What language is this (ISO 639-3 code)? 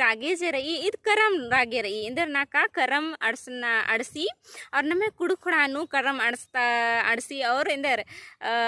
kru